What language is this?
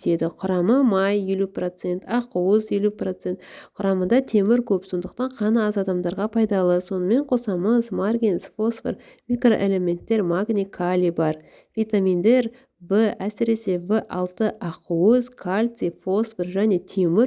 Kazakh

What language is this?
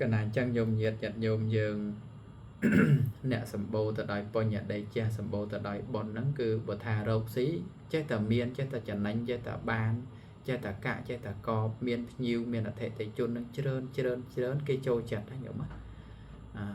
Khmer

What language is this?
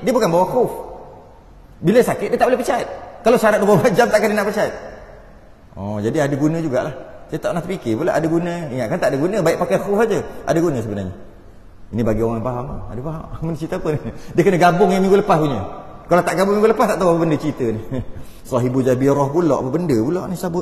Malay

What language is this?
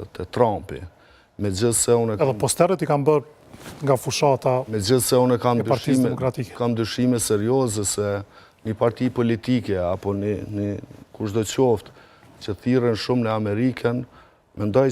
Albanian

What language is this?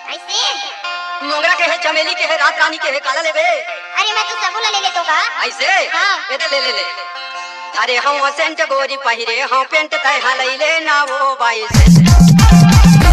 Chhattisgarhi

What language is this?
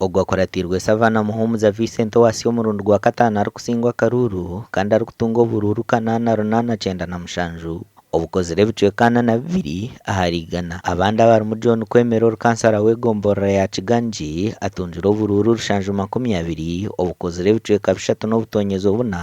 Nyankole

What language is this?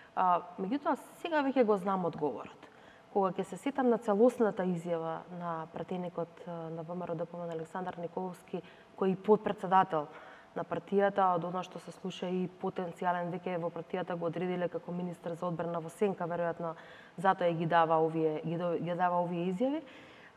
Macedonian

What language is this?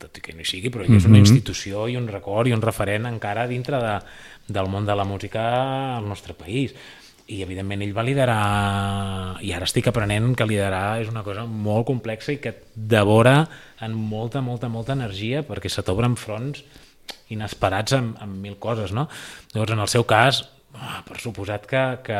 Catalan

